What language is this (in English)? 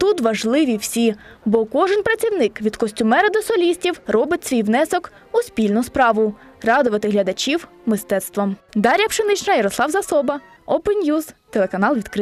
Ukrainian